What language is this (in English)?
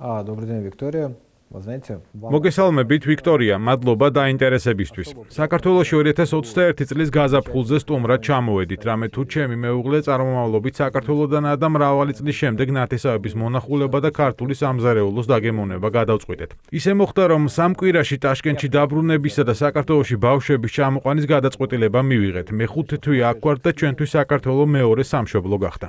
Georgian